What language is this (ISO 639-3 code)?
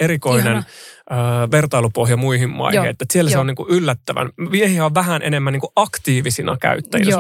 fin